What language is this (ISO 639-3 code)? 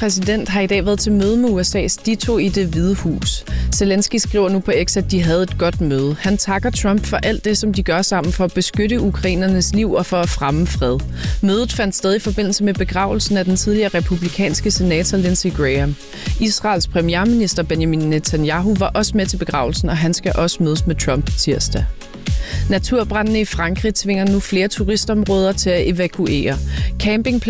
dan